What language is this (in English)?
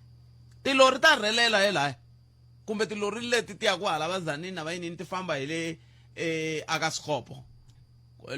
Tsonga